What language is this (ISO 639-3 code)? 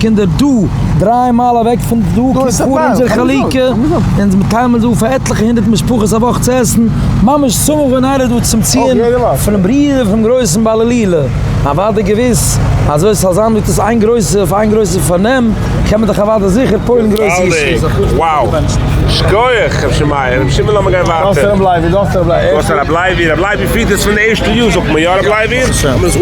yid